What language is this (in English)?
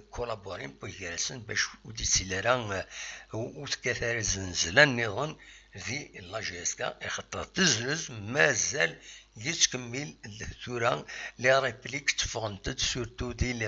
Kabyle